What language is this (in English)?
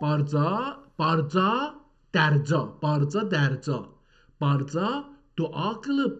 South Azerbaijani